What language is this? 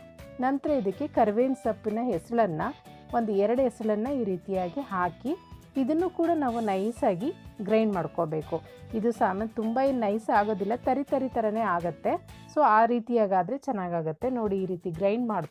Kannada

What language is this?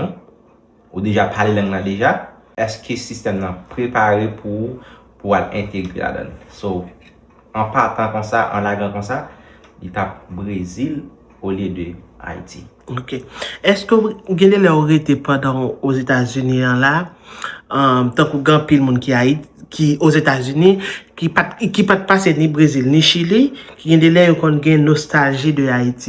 Haitian Creole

